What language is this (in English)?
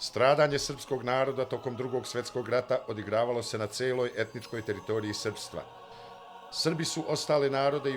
Bosnian